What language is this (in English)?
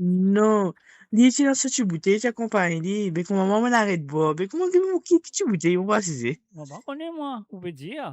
Morisyen